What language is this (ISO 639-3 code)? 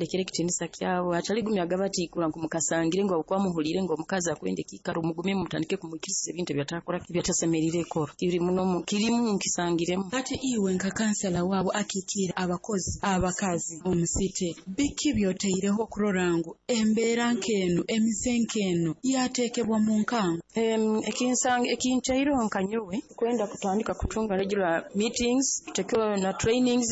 nyo